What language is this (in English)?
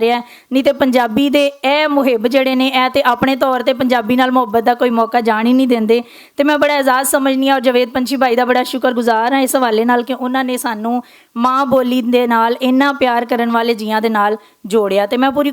Western Panjabi